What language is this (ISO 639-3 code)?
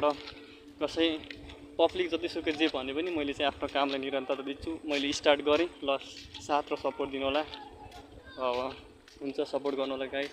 nep